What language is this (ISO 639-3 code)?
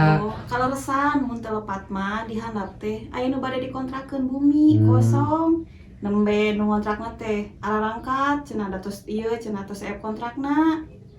sun